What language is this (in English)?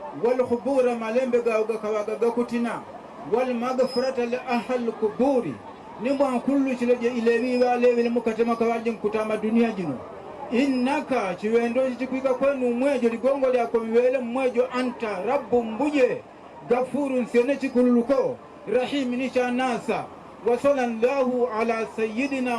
Nyanja